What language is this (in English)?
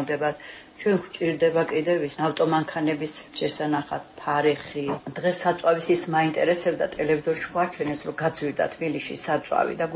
Georgian